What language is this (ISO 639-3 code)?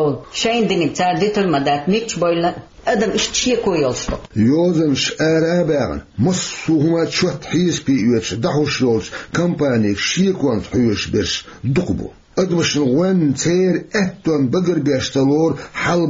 che